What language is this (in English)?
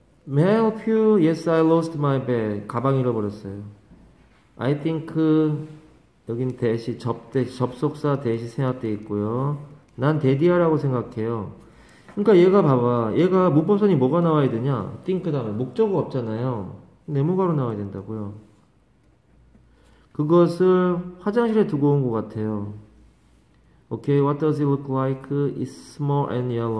Korean